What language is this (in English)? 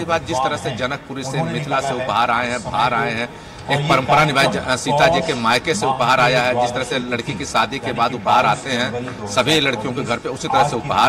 Hindi